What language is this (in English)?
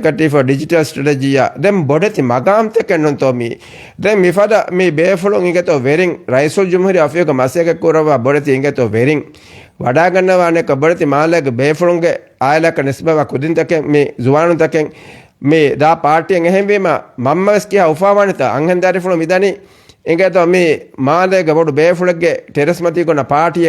Divehi